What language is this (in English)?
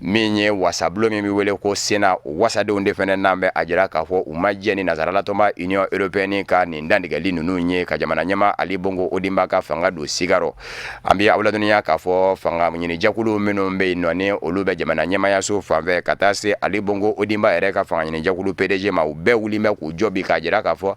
Bambara